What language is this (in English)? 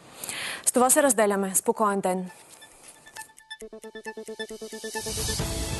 Bulgarian